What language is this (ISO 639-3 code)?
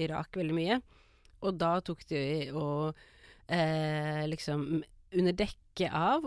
nor